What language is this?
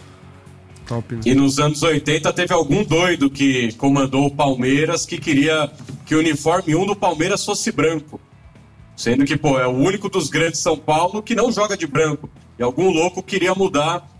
Portuguese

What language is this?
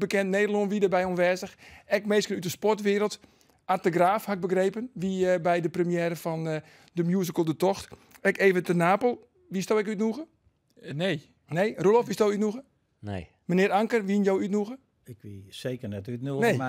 Western Frisian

